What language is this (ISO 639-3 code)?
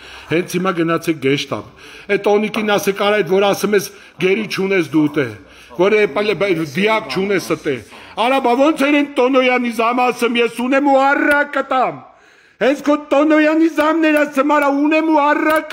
hye